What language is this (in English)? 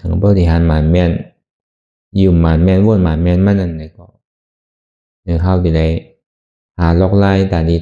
Shan